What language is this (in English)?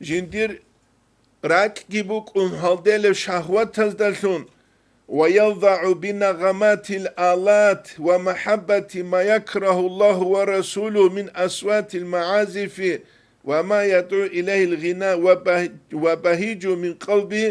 Avaric